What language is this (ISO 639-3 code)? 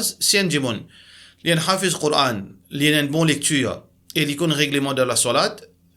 mfe